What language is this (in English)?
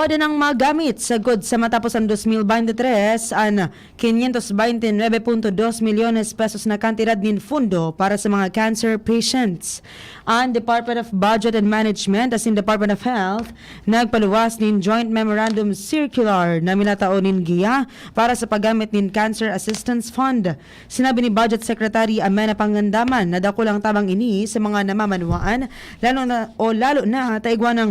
Bikol